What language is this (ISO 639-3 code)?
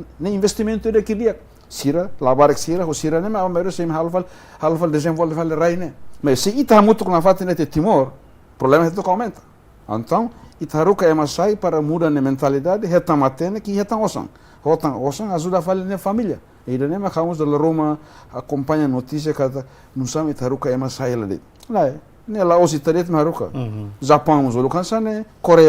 tet